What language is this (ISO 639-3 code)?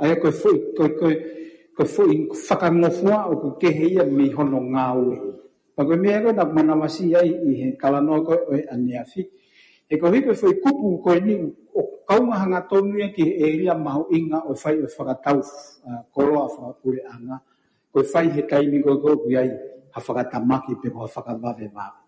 ton